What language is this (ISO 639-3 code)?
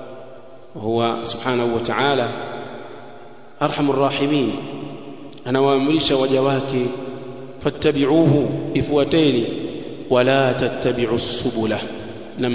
swa